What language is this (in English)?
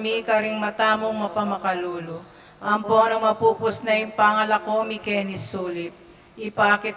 Pampanga